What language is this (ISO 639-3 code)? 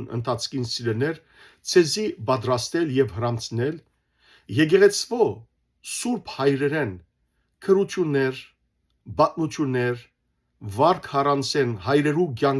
hyw